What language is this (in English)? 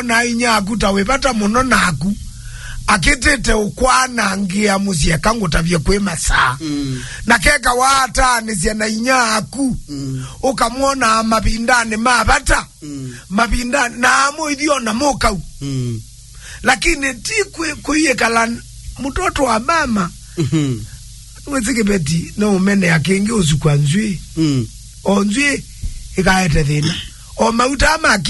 Kamba